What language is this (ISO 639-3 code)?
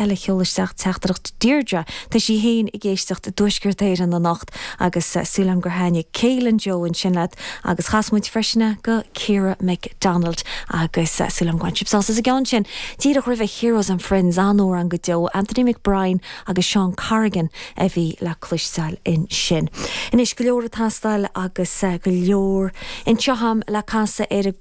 gle